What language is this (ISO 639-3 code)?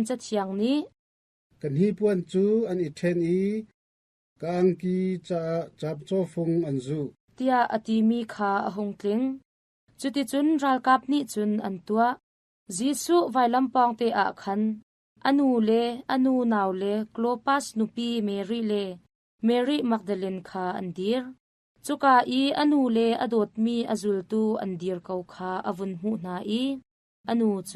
cnh